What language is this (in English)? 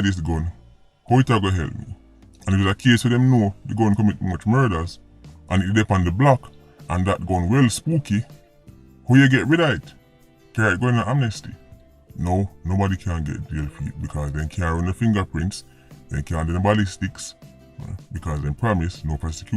Jamaican Creole English